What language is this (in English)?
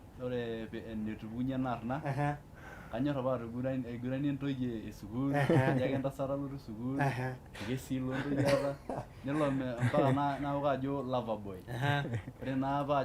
Masai